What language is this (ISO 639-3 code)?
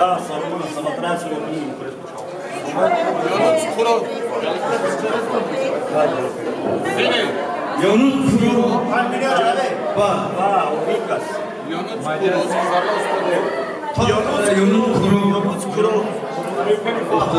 ron